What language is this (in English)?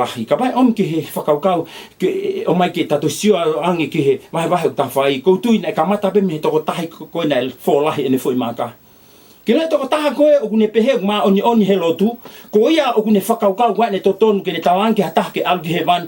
Tongan